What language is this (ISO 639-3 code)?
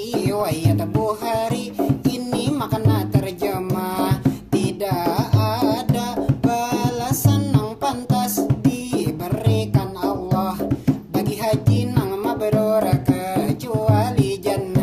bjn